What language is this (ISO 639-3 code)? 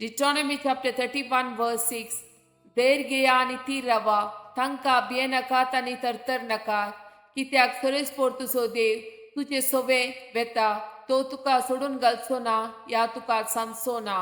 kok